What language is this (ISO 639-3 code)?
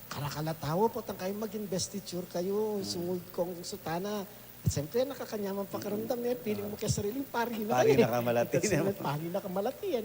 pam